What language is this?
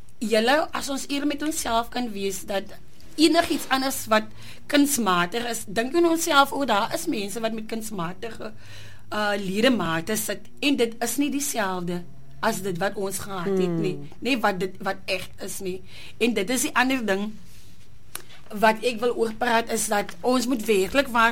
Afrikaans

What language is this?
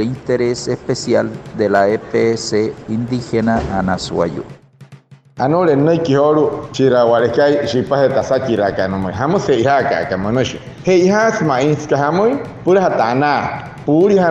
Wayuu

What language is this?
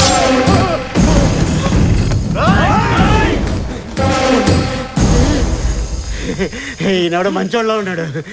Telugu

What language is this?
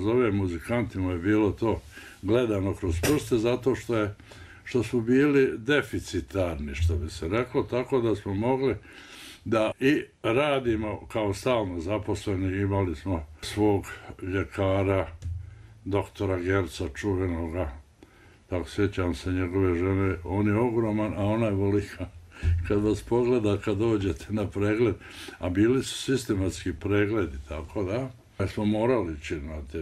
Bosnian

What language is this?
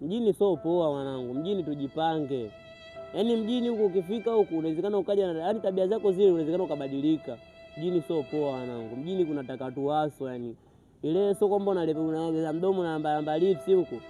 Swahili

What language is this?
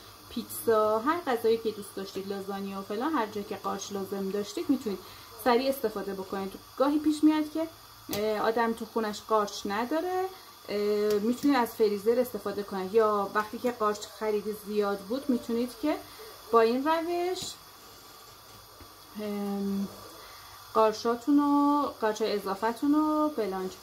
Persian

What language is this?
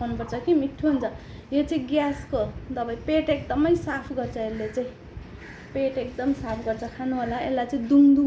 Nepali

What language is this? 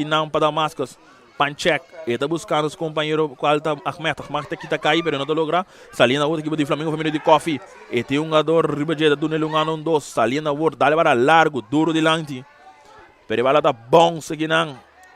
Papiamento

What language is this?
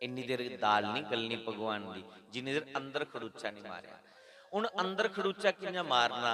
Dogri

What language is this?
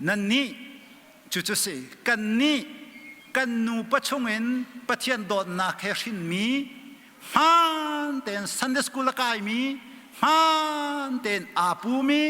Hakha Chin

